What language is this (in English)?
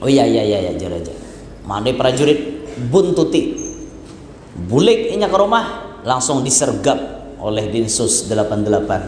Banjar